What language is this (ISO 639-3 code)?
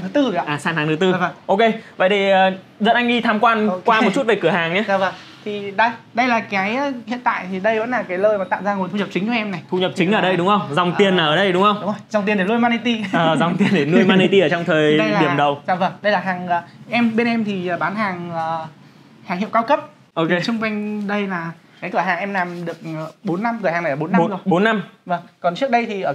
vie